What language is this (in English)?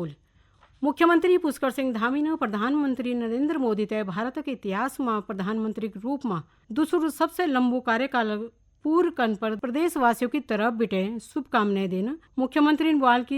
Garhwali